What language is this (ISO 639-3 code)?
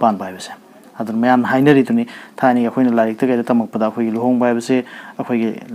mni